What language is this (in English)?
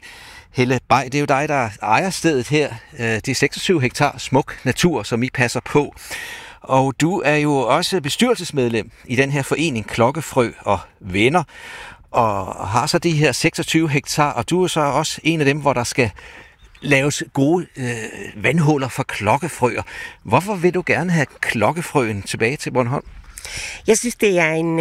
Danish